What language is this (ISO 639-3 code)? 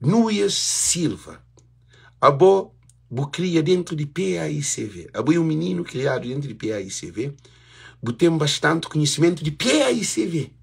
kea